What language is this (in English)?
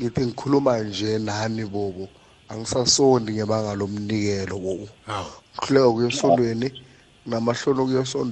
South Ndebele